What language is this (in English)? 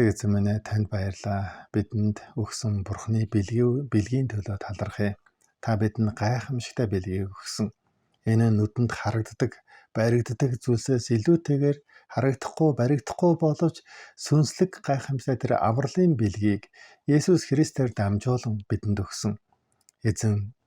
Mongolian